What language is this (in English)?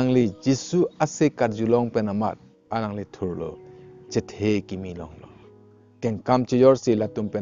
Karbi